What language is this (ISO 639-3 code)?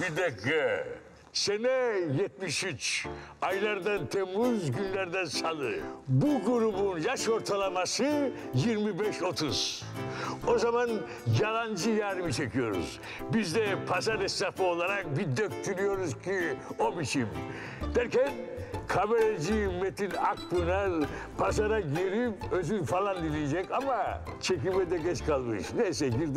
tur